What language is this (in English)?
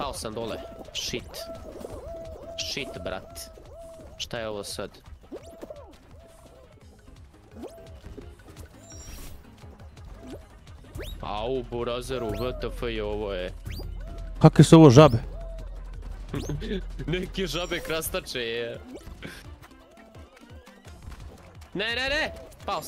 Serbian